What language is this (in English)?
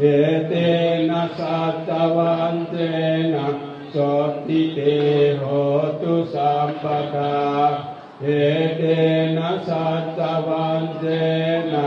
Pali